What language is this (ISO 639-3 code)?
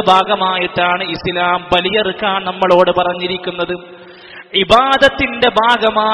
mal